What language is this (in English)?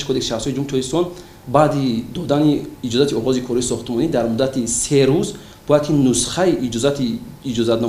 Tajik